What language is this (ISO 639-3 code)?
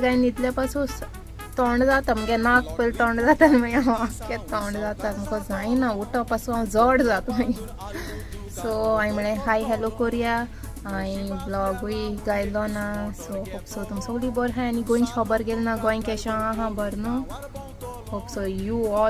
kok